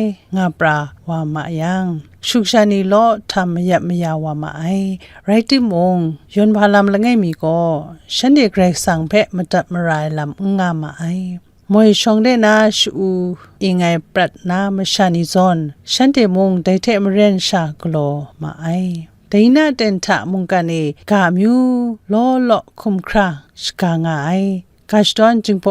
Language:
Kachin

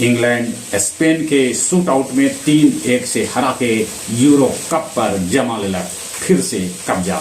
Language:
Magahi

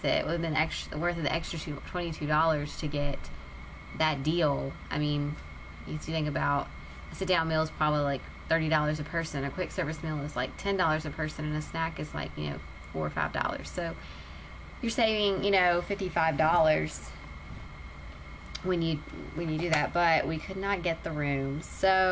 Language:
English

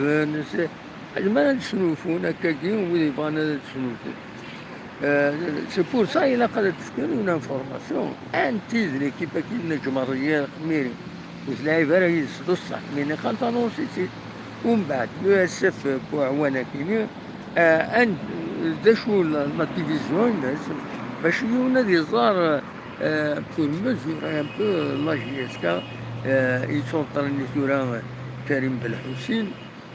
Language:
Kabyle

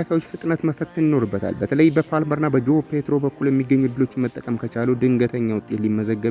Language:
Amharic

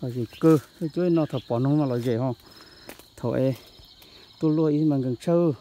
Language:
Hmong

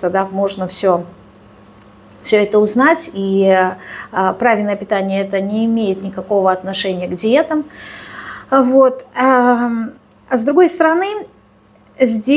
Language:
Russian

